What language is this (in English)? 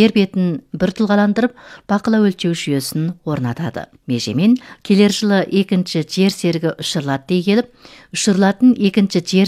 Kazakh